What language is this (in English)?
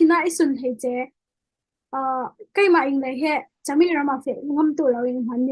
Falam Chin